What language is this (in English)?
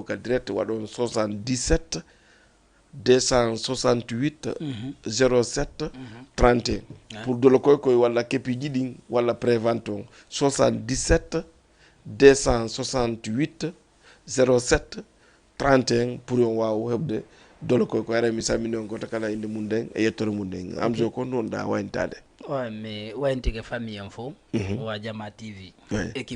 Fula